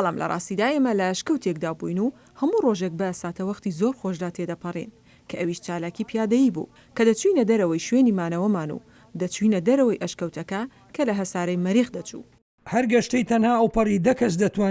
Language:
Central Kurdish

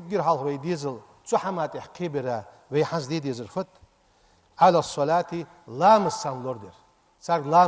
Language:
Ingush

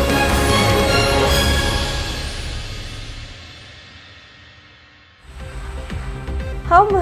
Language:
Bashkir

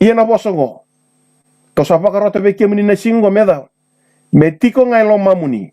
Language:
Fijian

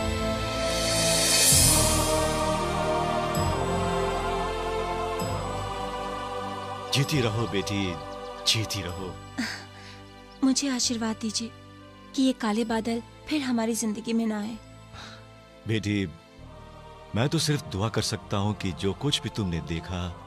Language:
Hindi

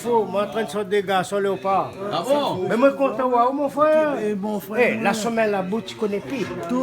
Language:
Réunion Creole French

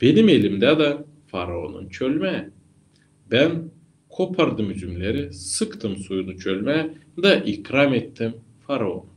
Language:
Gagauz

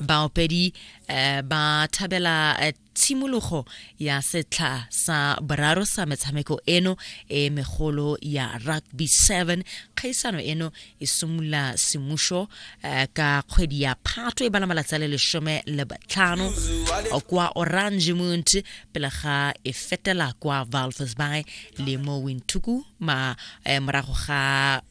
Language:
Tswana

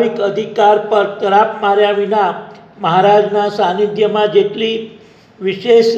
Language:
Gujarati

